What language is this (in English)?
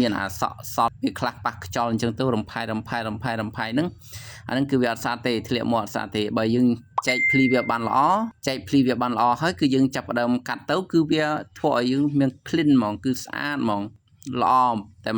Khmer